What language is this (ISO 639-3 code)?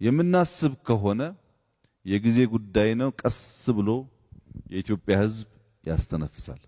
amh